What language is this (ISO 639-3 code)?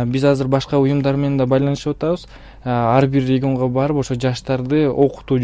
kir